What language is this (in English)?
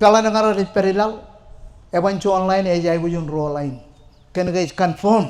Marshallese